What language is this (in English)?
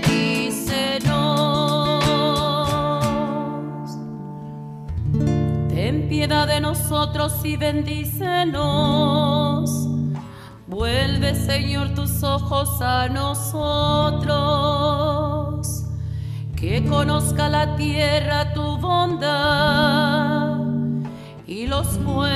Spanish